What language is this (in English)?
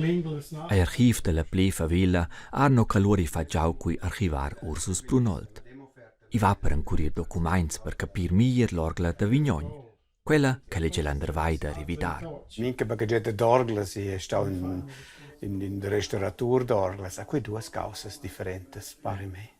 Romansh